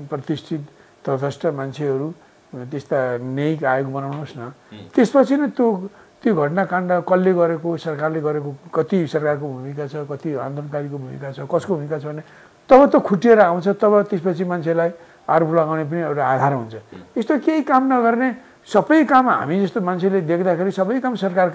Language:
Nepali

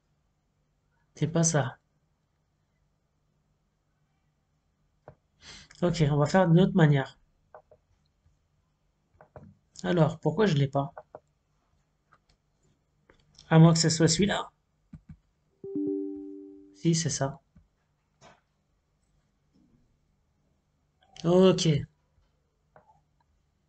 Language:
French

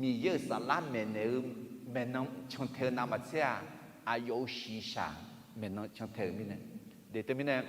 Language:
Akha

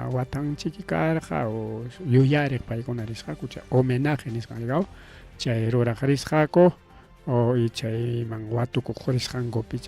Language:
Ayacucho Quechua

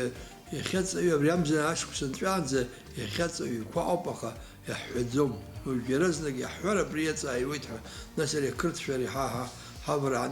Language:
Abkhazian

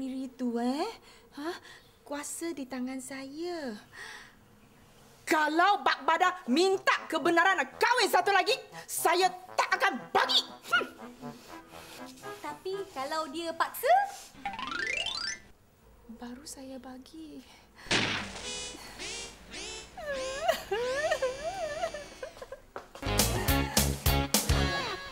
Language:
Malay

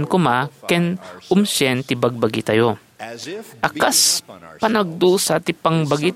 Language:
Iloko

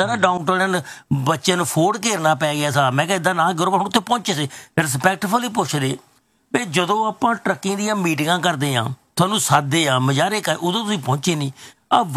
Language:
Punjabi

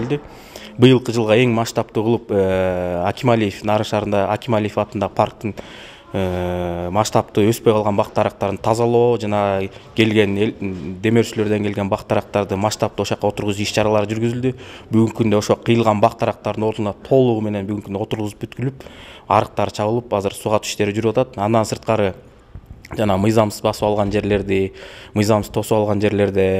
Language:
Kyrgyz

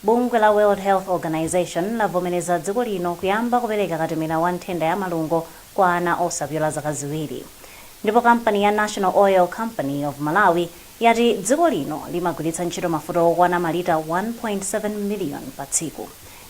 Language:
Nyanja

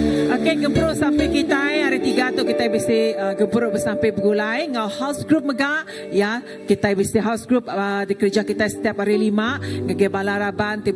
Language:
Iban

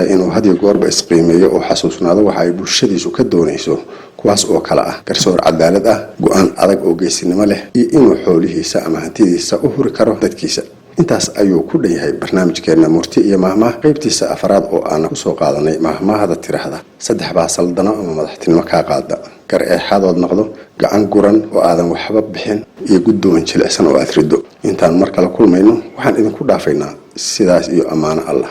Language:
Somali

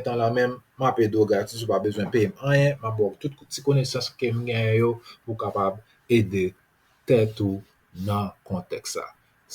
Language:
Haitian Creole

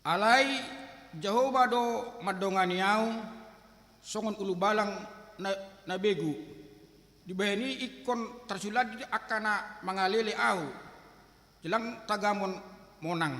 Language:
Batak Toba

